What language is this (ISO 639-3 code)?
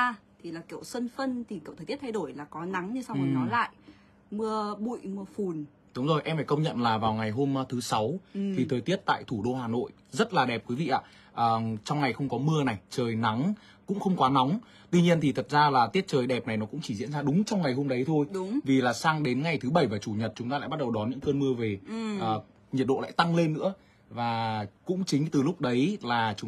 vie